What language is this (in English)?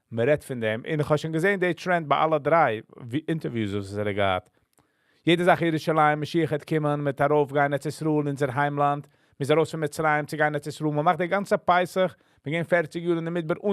Yiddish